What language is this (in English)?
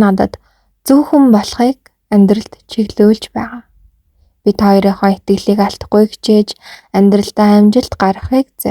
Mongolian